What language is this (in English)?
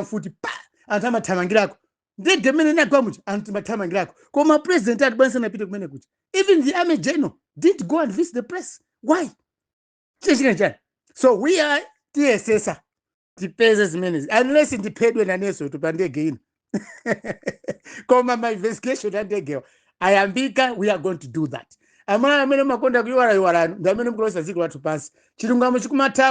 Nyanja